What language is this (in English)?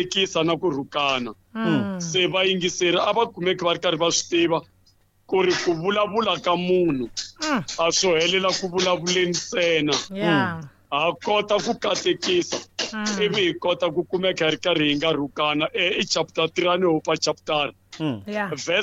Tsonga